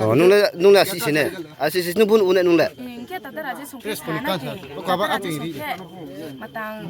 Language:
Riang (India)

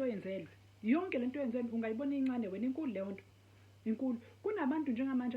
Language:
Zulu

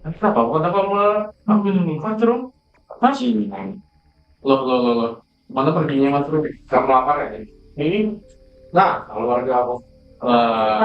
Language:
Banjar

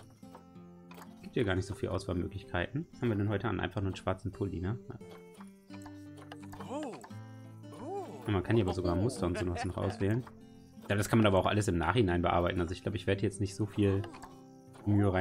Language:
German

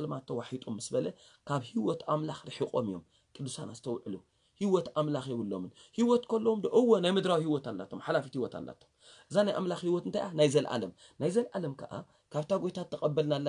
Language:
Tigrinya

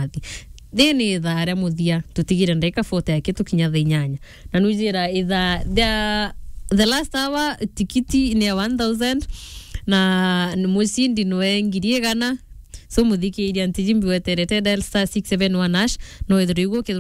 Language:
Meru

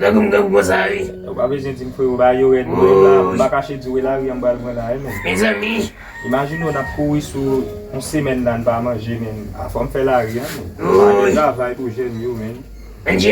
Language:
Haitian Creole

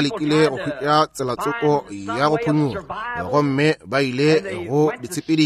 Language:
Northern Sotho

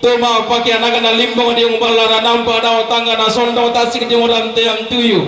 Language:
Toraja-Sa'dan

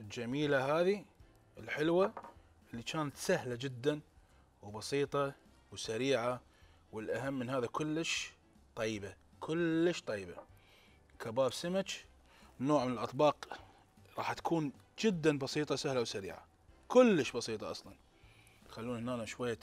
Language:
Mesopotamian Arabic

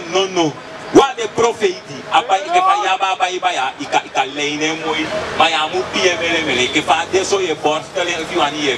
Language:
Sranan Tongo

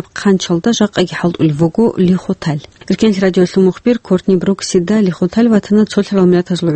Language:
Avaric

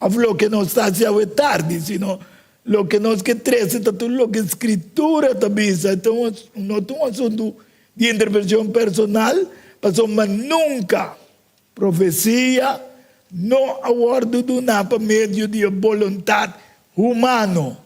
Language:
Papiamento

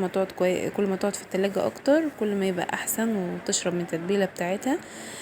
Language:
Egyptian Arabic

